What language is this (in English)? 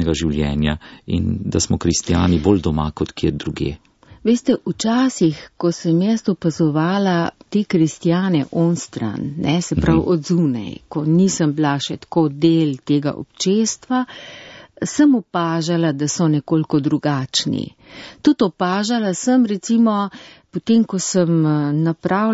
Slovenian